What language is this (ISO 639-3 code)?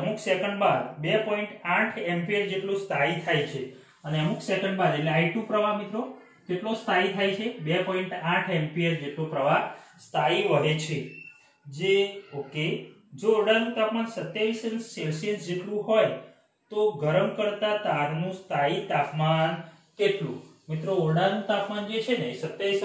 guj